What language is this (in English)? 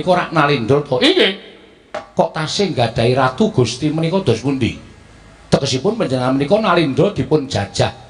Javanese